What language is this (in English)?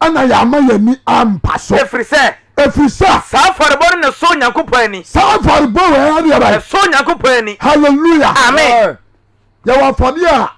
Akan